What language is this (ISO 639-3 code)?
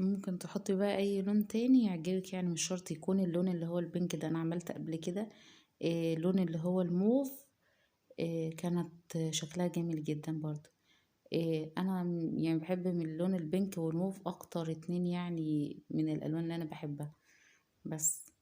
arz